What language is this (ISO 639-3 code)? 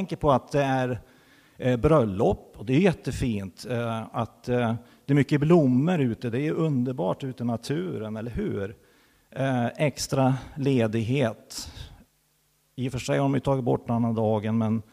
swe